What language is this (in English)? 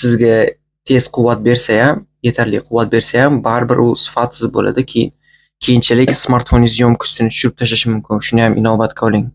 Uzbek